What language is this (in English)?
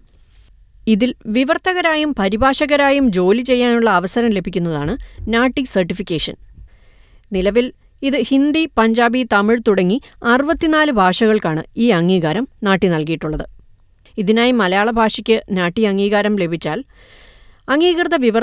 Malayalam